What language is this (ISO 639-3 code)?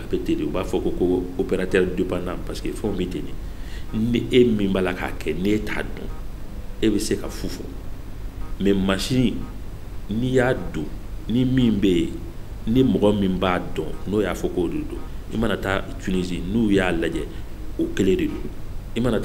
bam